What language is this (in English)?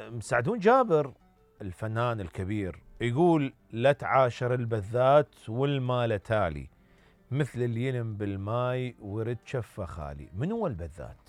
Mesopotamian Arabic